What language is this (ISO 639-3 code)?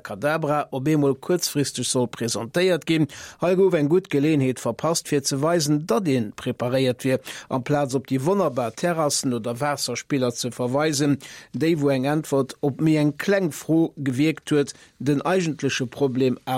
ltz